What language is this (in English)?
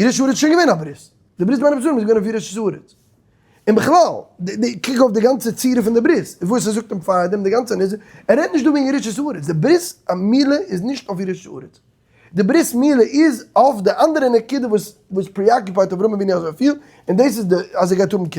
Yiddish